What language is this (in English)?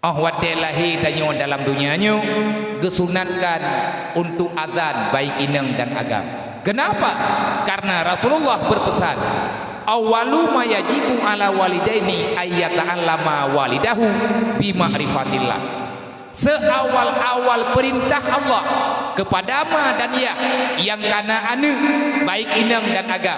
Achinese